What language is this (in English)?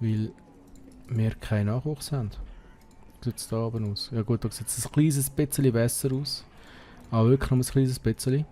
Swiss German